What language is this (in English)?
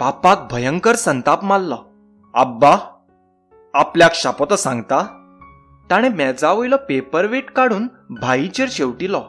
Konkani